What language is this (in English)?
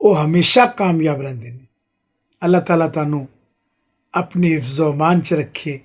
Western Panjabi